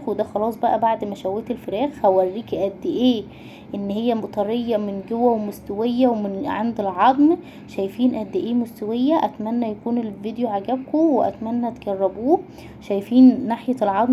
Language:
Egyptian Arabic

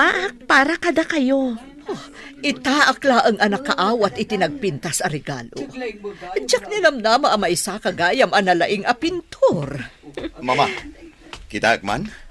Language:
Iloko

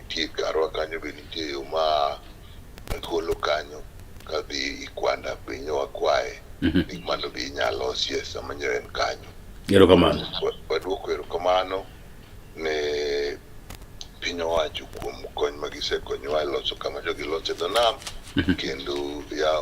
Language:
Luo (Kenya and Tanzania)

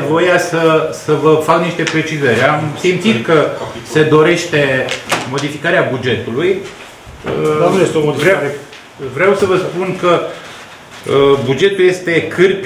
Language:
Romanian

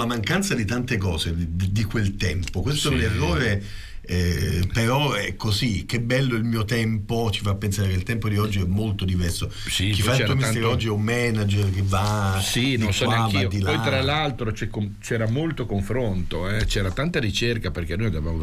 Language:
Italian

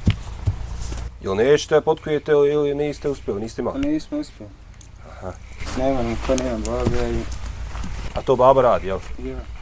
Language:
Bosnian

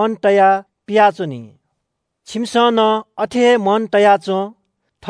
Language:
Newari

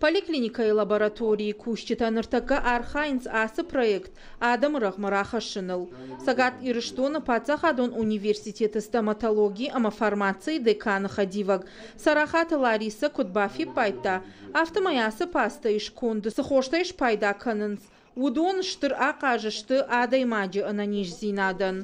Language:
Ossetic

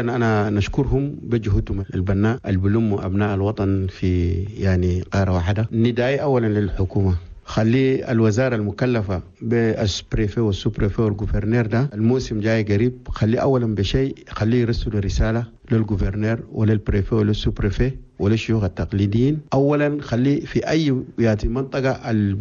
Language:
Chadian Arabic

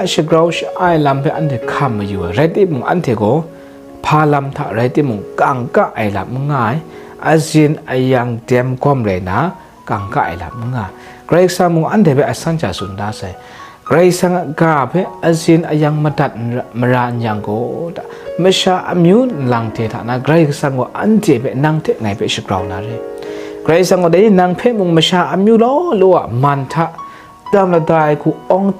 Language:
Kachin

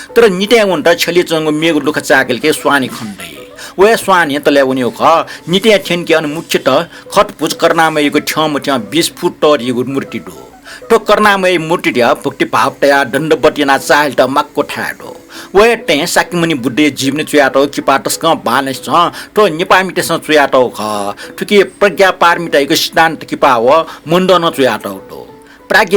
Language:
Newari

